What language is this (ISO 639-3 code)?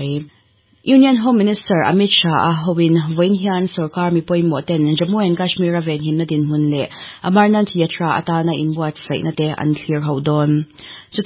lus